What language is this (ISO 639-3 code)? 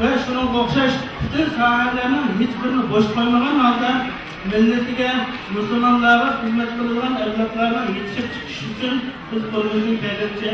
uig